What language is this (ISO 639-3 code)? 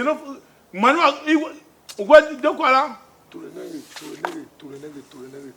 tiv